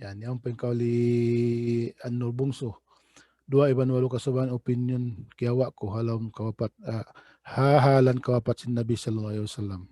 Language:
Tausug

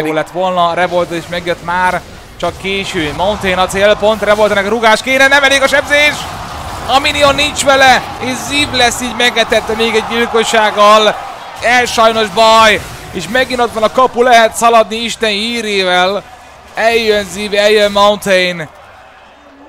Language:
Hungarian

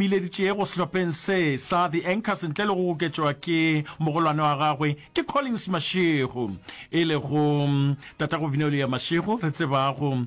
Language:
Northern Sotho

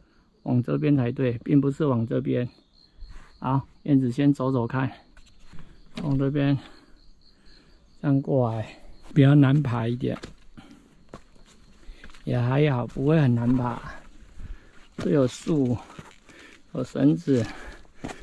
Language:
Chinese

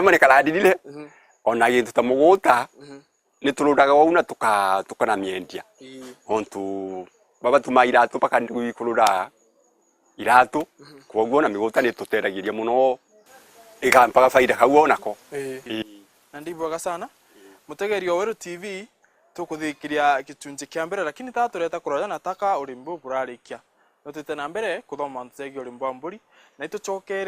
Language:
Meru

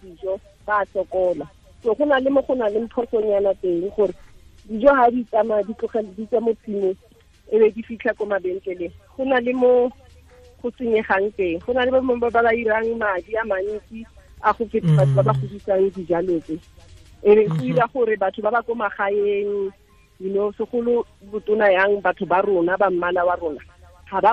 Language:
Tswana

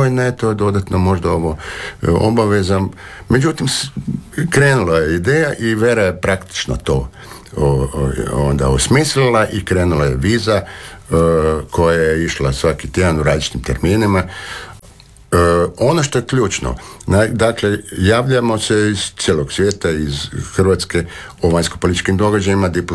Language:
Croatian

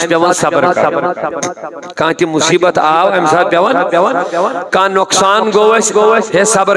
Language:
Kashmiri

